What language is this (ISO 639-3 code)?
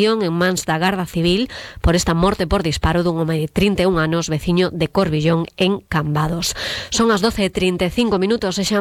glg